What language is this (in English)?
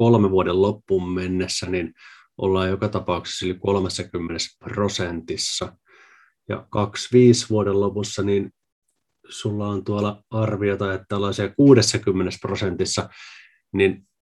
Finnish